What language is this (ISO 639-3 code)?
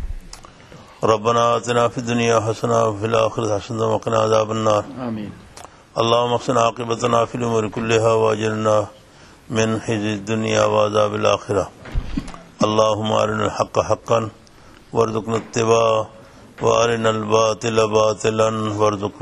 urd